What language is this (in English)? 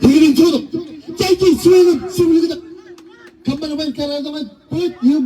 Marshallese